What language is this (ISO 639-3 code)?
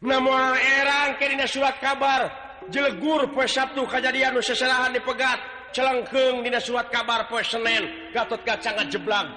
sun